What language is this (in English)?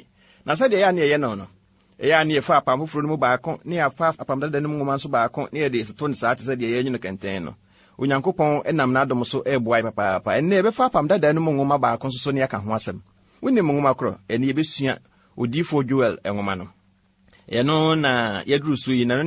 Akan